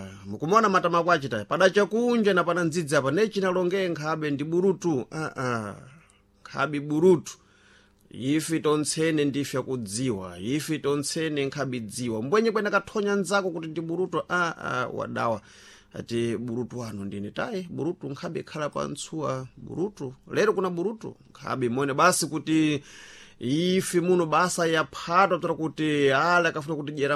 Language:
Sena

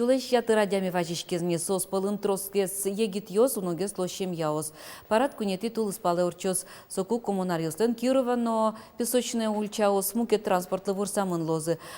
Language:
Udmurt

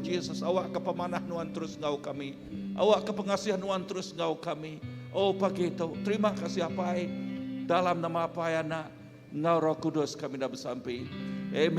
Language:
Iban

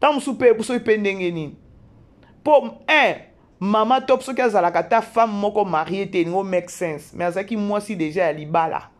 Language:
Lingala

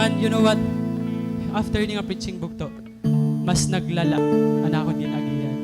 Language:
Waray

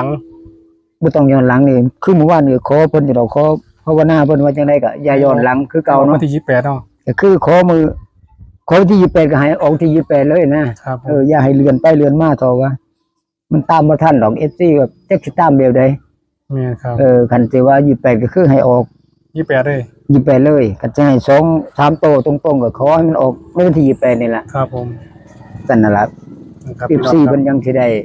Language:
Northeastern Thai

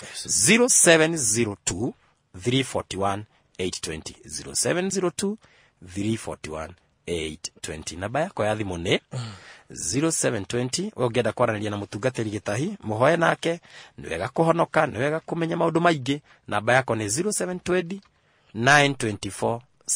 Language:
Kikuyu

